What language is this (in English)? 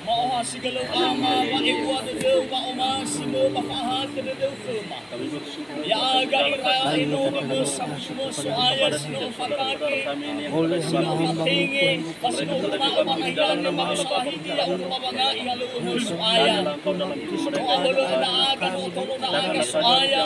Nias